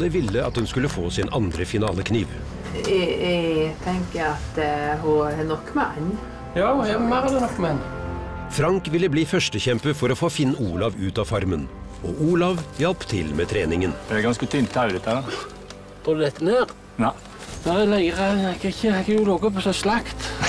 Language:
Norwegian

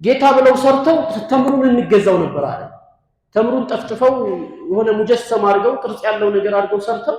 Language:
Amharic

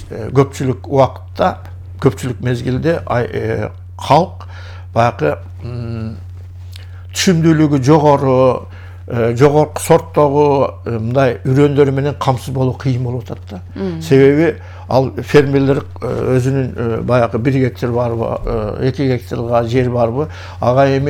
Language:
Kyrgyz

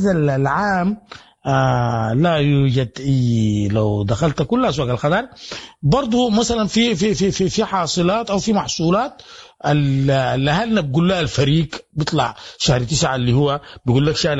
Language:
Sudanese Arabic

